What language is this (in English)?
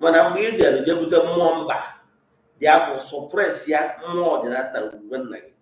Igbo